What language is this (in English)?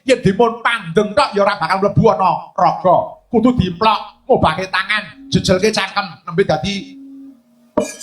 Javanese